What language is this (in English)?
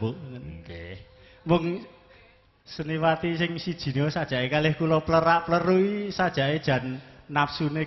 Javanese